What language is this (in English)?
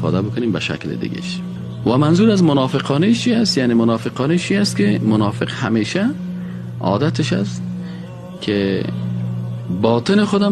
Persian